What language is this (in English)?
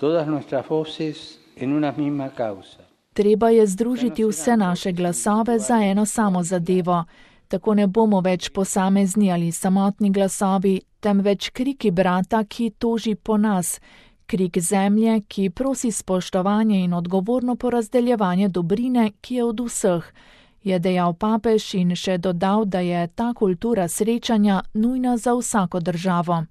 Slovenian